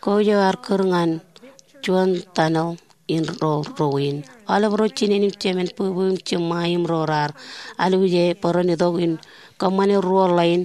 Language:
Marshallese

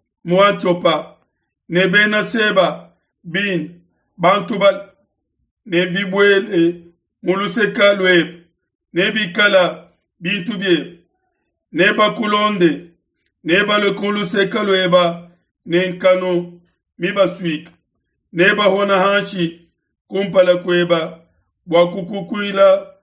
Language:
Luba-Lulua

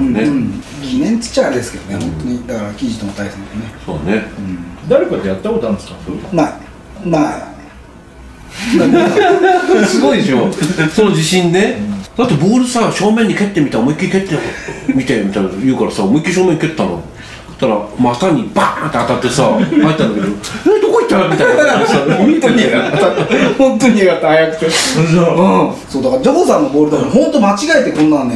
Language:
Japanese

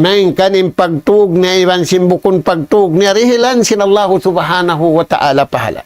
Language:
Tausug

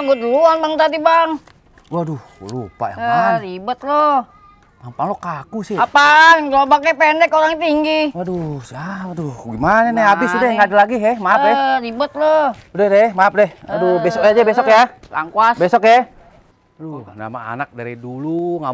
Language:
Betawi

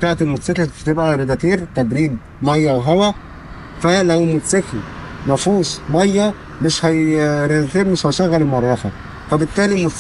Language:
Egyptian Arabic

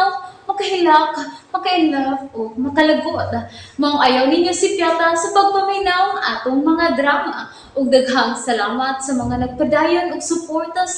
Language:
Cebuano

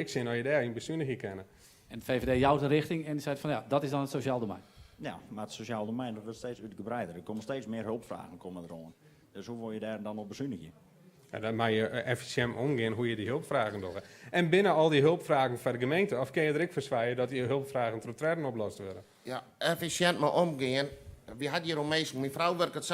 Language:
Western Frisian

